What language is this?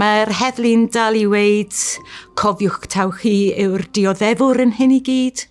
Welsh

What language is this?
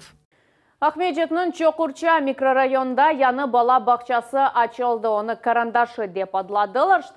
Crimean Tatar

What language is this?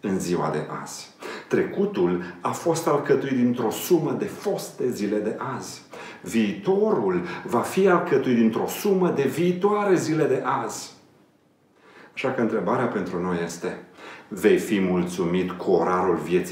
Romanian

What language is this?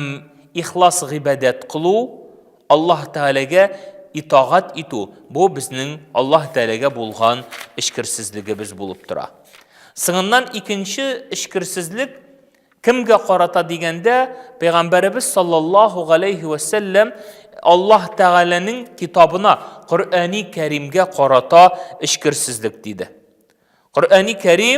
Tatar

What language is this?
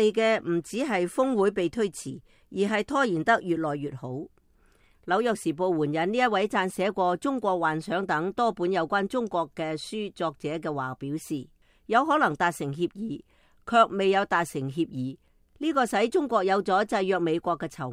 Cantonese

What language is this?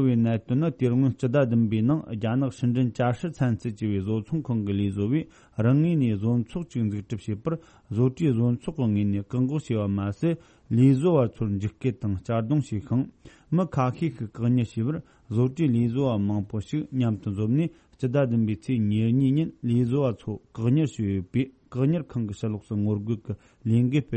Tibetan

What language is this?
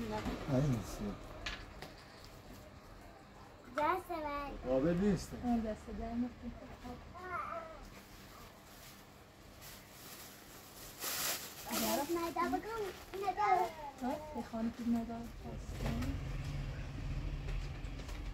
Persian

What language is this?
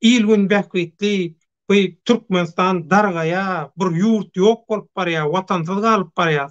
Turkmen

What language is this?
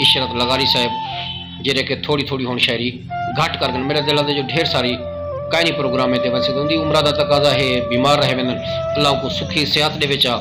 Saraiki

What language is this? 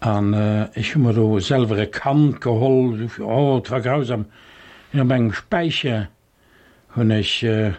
Luxembourgish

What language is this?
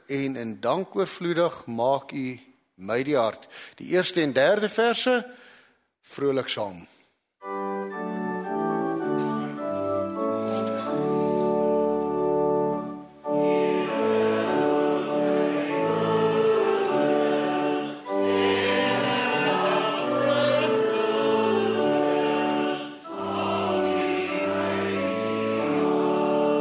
Afrikaans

